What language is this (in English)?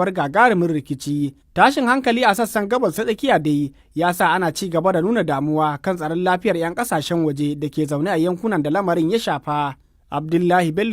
Hausa